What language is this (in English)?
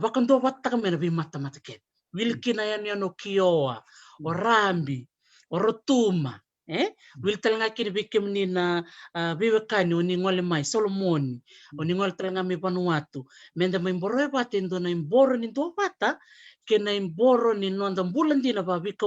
Fijian